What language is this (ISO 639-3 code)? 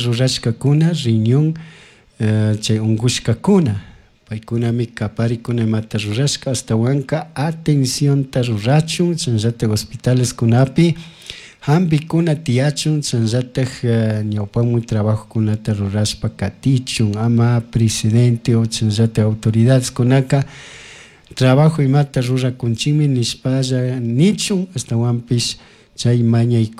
qug